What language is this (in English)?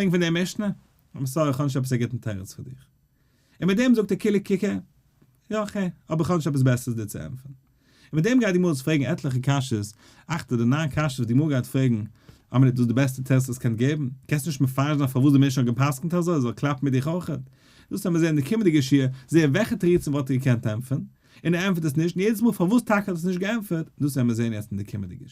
Yiddish